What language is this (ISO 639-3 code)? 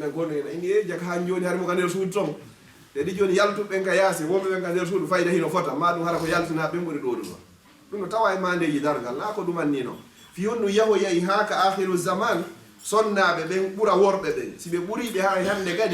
ful